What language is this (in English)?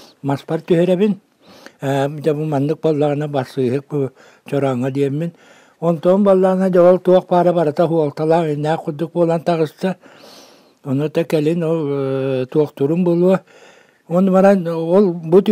Yakut